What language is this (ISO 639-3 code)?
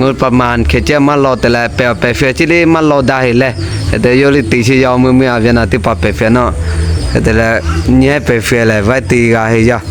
lhu